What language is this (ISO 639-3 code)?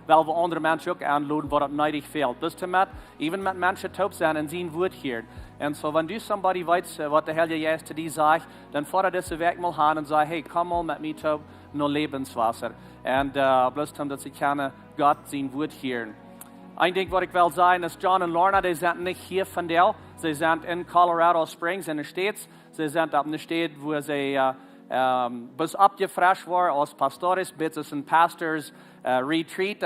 pdt